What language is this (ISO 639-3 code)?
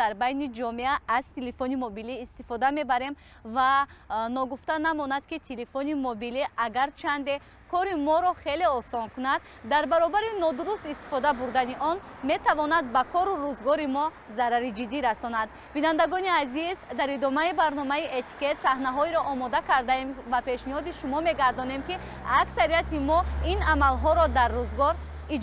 tgk